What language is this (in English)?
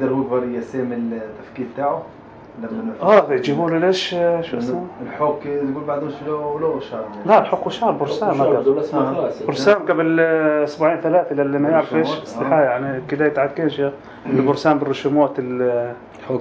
North Levantine Arabic